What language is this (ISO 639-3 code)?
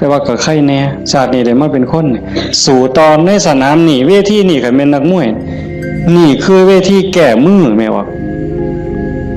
tts